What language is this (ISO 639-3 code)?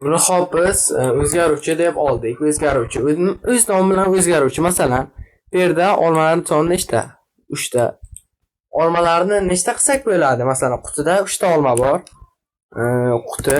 uzb